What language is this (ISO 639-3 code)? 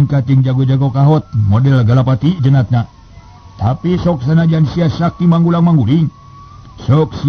sun